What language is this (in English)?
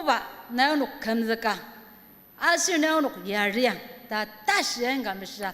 Ao Naga